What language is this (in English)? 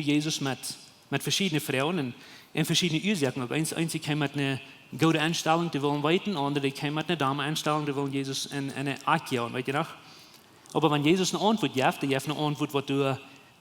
Plautdietsch